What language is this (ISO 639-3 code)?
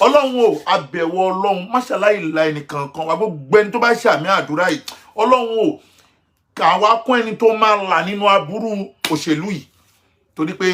yor